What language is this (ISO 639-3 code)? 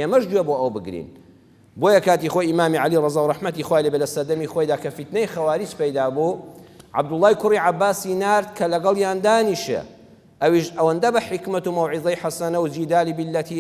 ckb